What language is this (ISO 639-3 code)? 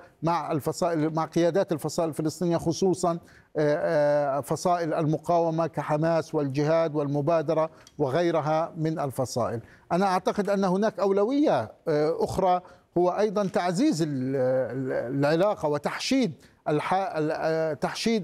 ara